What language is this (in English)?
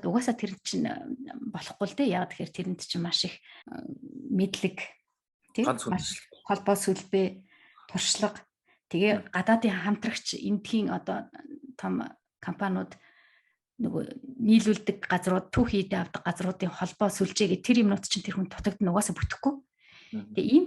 Mongolian